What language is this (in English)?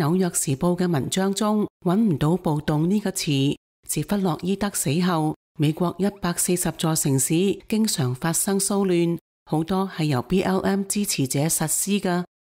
Cantonese